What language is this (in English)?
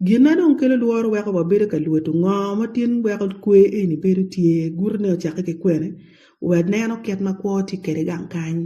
Acoli